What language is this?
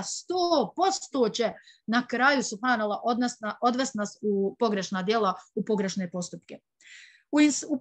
Bosnian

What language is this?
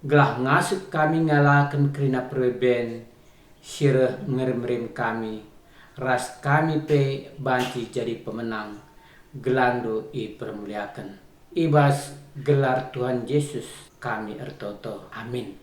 Batak Karo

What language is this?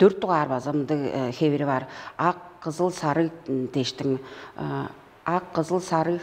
Tuvinian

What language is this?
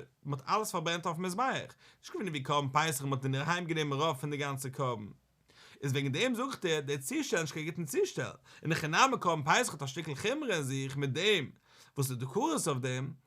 Yiddish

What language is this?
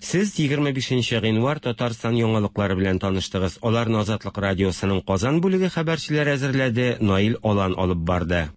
Tatar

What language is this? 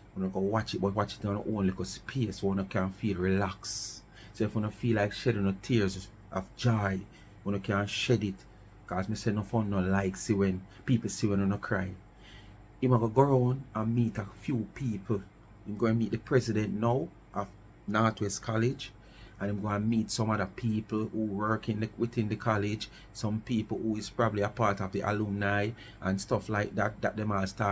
Jamaican Creole English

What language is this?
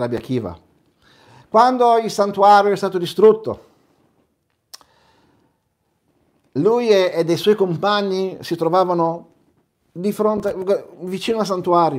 Italian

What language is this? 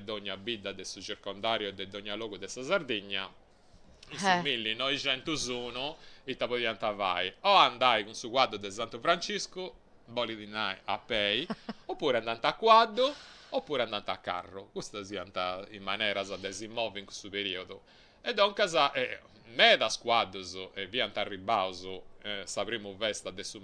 Sardinian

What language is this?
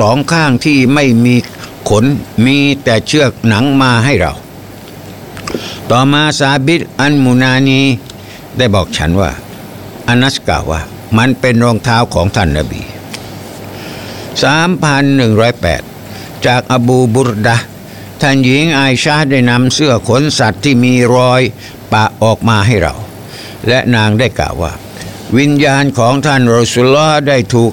Thai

